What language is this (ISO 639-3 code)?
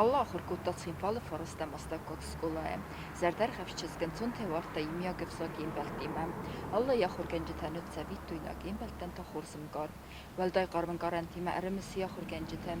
oss